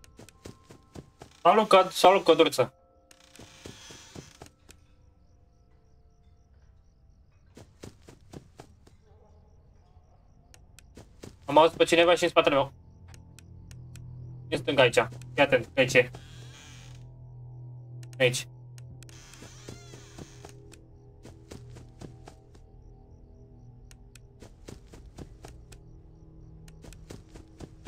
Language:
Romanian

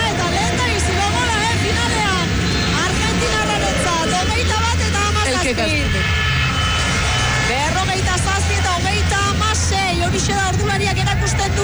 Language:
Basque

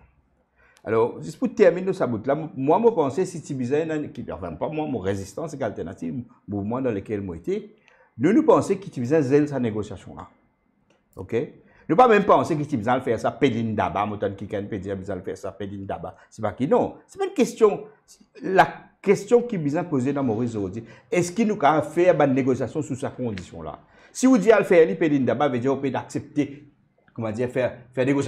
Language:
Morisyen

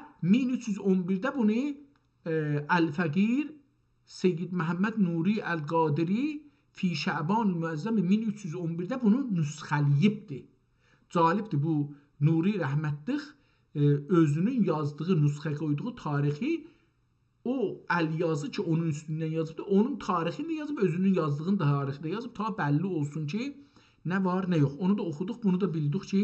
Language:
South Azerbaijani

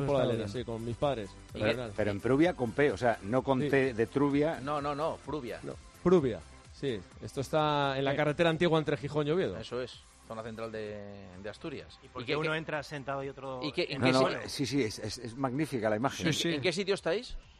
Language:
Spanish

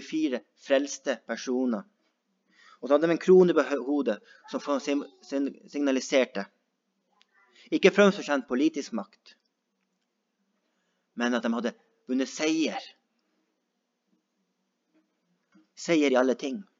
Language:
Norwegian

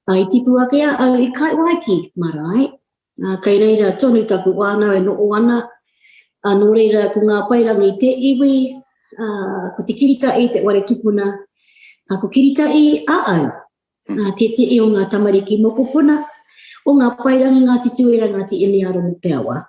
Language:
Māori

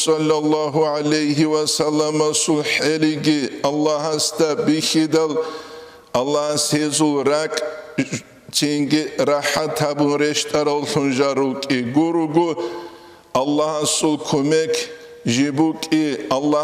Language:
Avaric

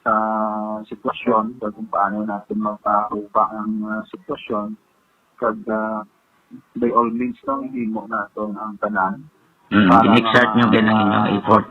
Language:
Hiligaynon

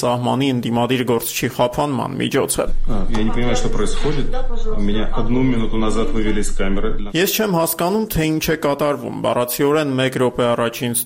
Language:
Armenian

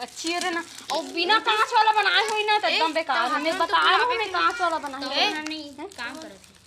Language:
Chhattisgarhi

